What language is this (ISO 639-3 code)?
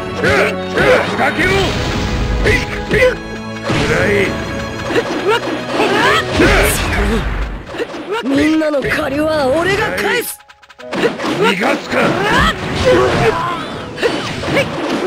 jpn